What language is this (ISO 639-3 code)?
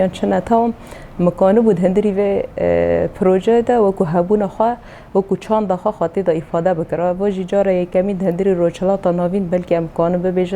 kur